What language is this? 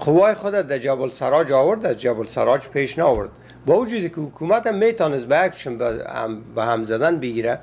Persian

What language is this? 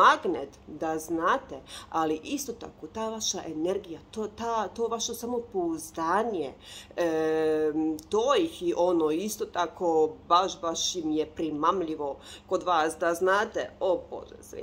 Croatian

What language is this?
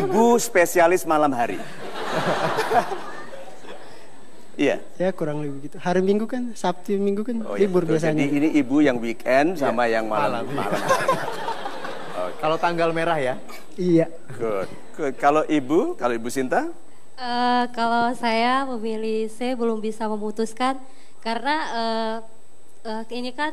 Indonesian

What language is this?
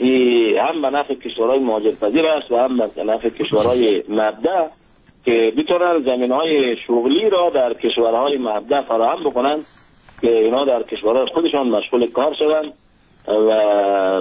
Persian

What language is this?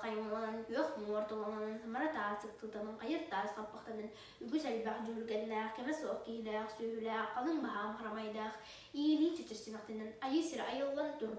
Yakut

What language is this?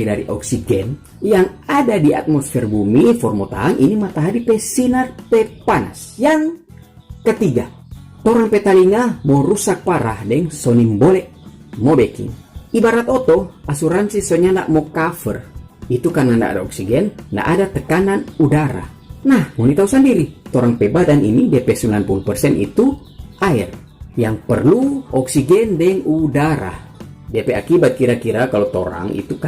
Manado Malay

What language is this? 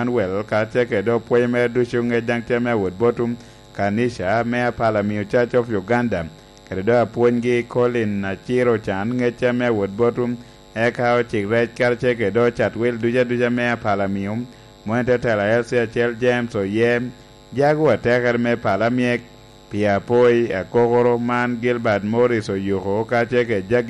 Lango (Uganda)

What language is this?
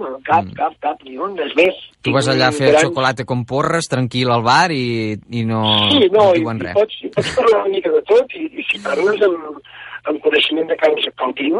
Catalan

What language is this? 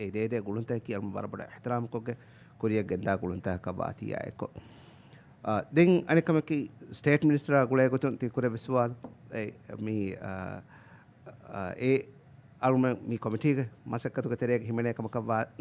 Divehi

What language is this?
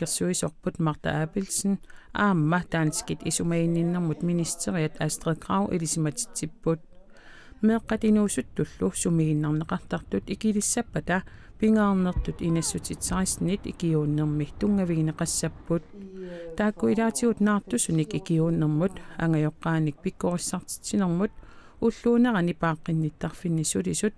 Kalaallisut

